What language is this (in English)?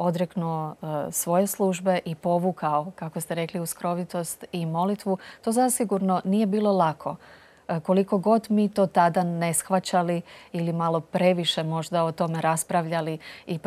Croatian